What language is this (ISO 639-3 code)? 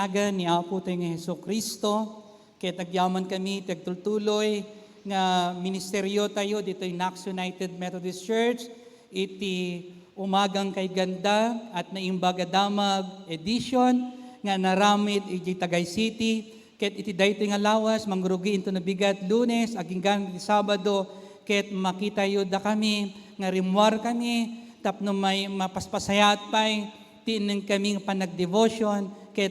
ilo